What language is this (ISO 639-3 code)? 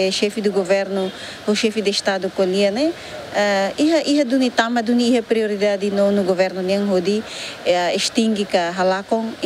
tet